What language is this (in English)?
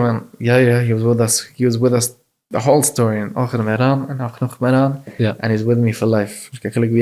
Yiddish